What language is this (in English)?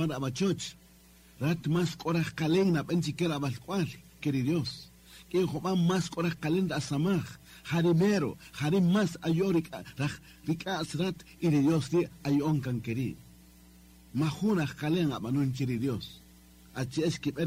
Kaqchikel